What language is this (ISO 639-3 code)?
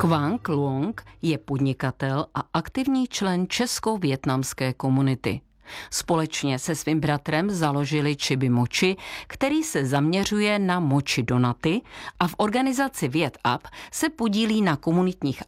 ces